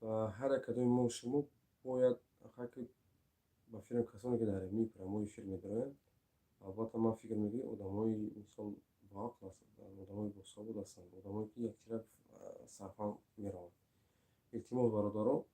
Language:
Tajik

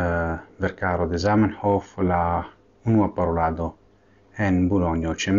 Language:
Esperanto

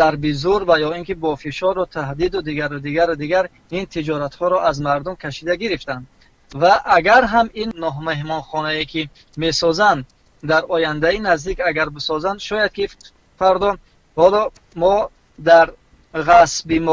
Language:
Tajik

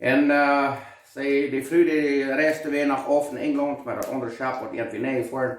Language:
Plautdietsch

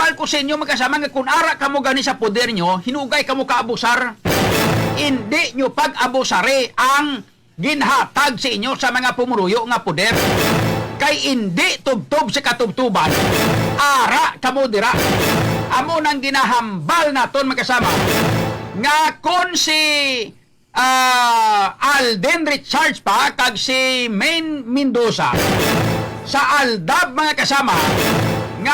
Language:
Hiligaynon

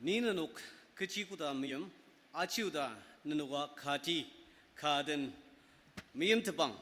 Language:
Ao Naga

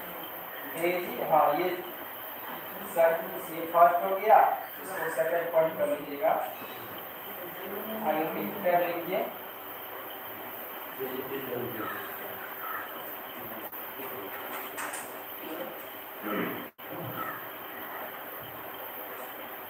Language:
Hindi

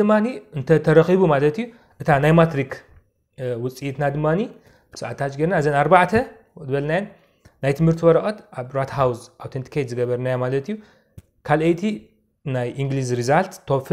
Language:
Tigrinya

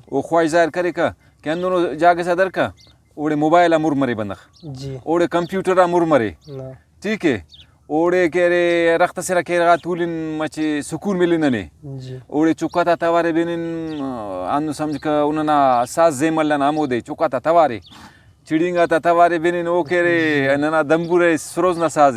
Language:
Brahui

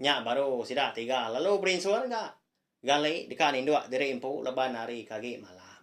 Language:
Iban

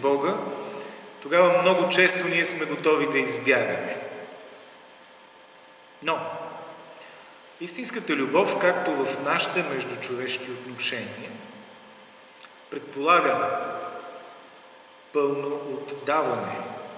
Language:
Bulgarian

